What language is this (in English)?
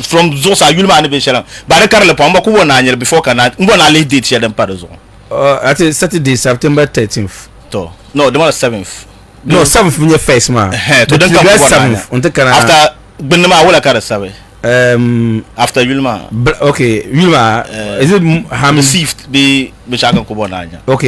Dagbani